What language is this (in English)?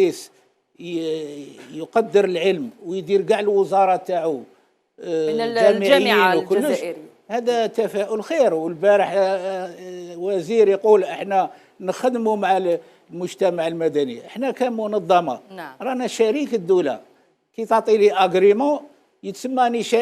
Algerian Arabic